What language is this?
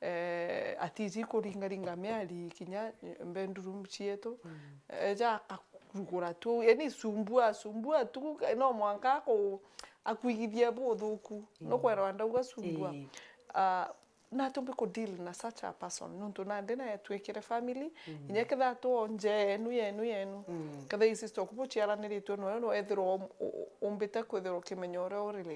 Meru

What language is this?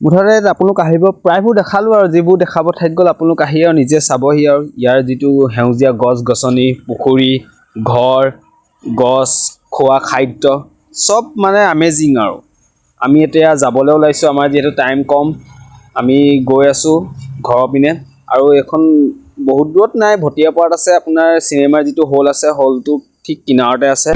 Assamese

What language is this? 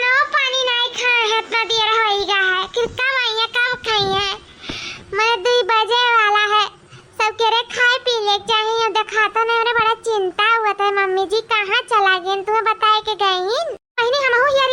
Awadhi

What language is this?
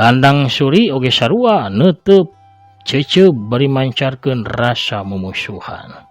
Sundanese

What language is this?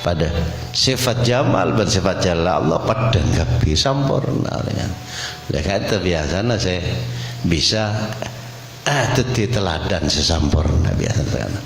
Madurese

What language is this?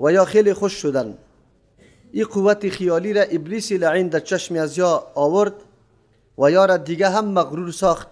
Persian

